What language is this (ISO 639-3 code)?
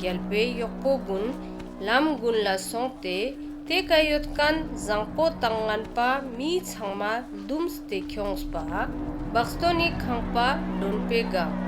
lbj